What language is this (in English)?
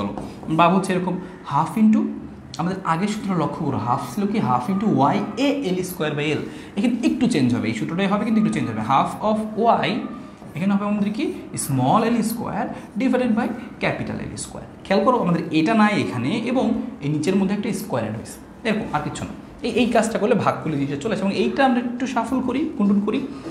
Bangla